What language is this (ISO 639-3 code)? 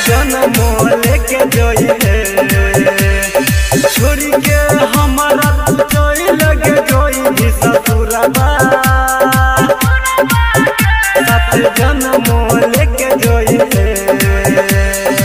bho